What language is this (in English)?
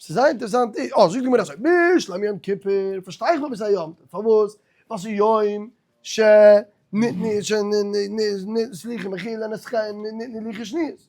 Yiddish